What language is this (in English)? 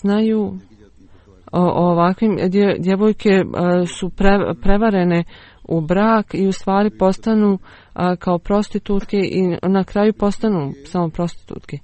Bosnian